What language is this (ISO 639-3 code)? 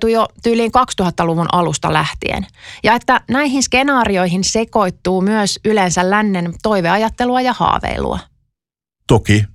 fin